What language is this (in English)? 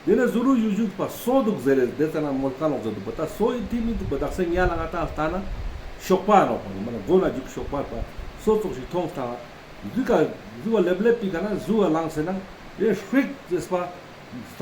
Ladakhi